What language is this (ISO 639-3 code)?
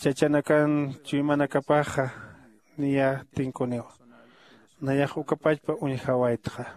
aym